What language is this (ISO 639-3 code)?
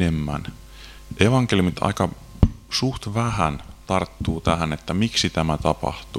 fin